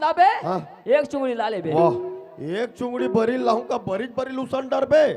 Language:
Chhattisgarhi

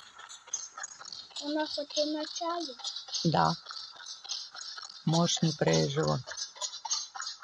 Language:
Ukrainian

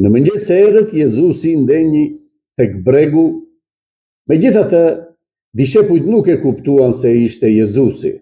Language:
Albanian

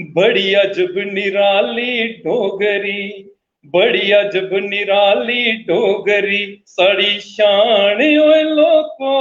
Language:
Dogri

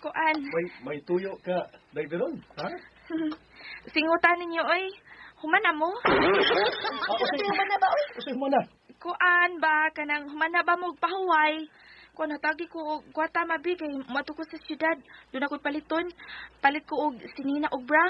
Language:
Cebuano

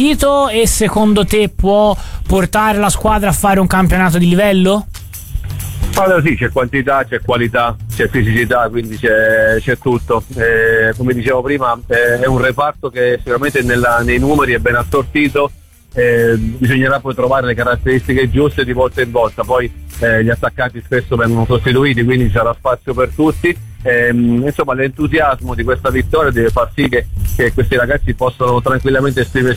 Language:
Italian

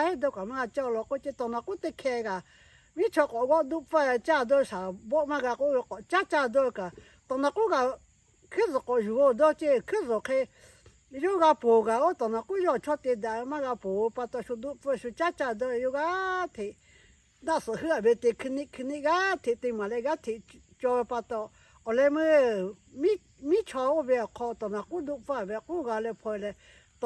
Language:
Lahu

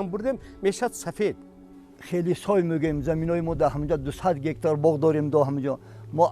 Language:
Tajik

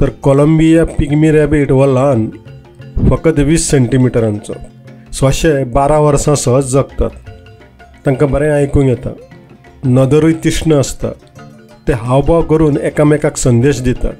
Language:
Konkani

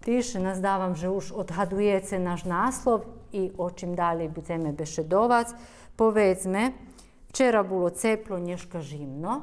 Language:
Rusyn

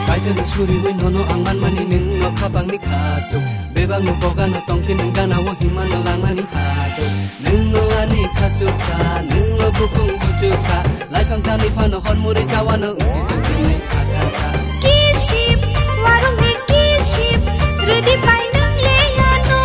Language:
Kok Borok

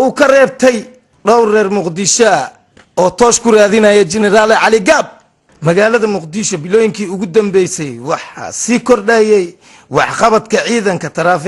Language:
Somali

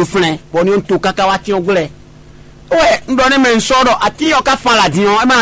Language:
Fon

